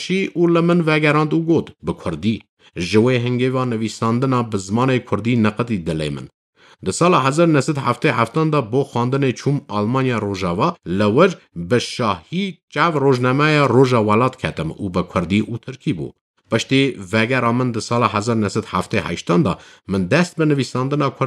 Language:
Kurdish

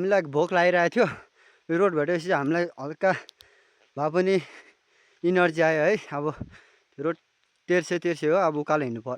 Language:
Nepali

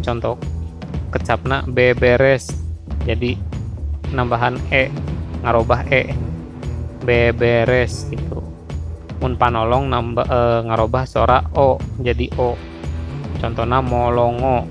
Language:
Sundanese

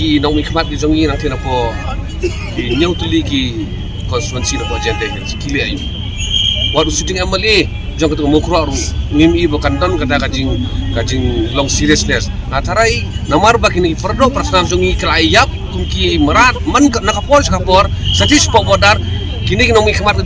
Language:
Khasi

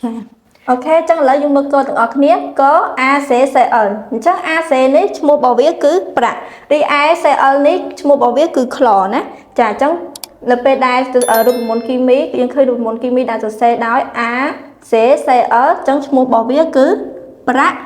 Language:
Khmer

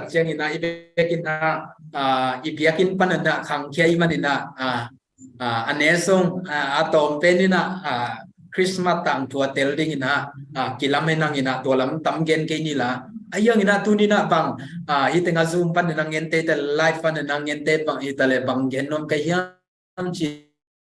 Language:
Tedim Chin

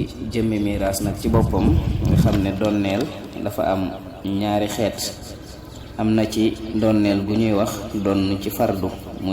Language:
Wolof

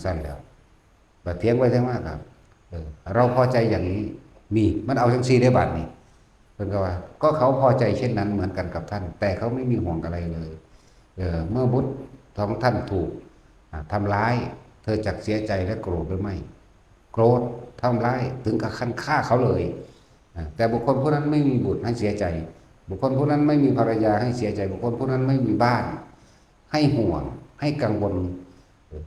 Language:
Northeastern Thai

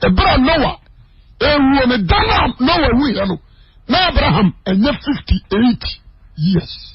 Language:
Akan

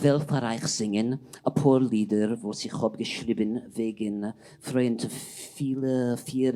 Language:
Yiddish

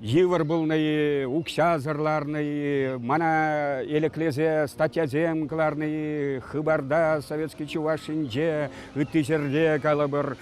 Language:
Chuvash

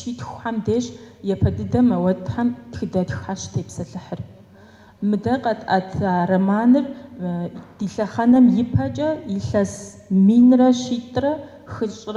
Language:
Kabardian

